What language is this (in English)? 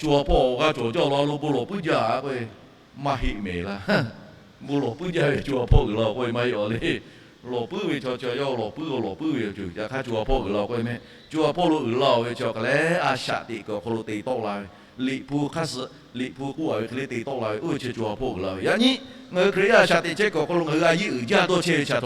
Lahu